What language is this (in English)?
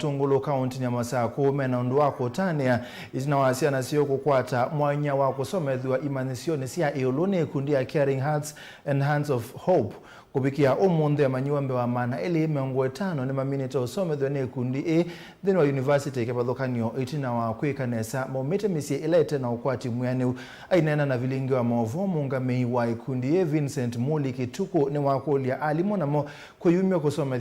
Kamba